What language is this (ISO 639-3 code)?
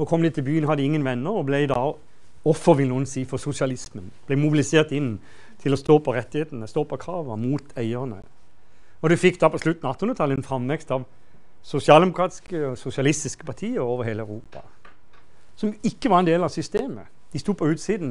nor